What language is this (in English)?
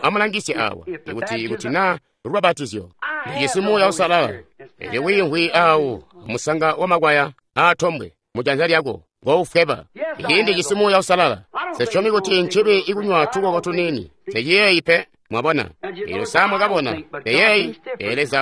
Tonga (Zambia)